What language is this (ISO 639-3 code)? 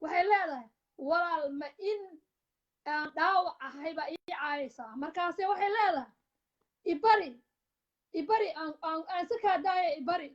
som